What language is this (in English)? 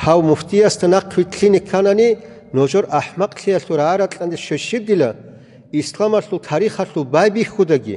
Avaric